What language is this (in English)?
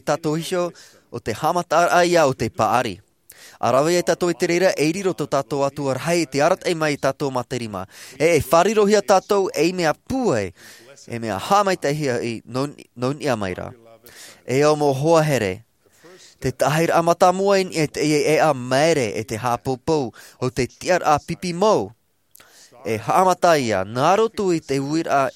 Tahitian